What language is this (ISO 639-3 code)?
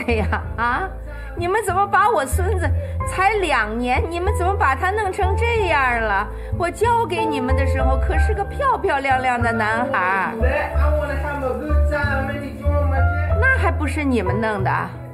zho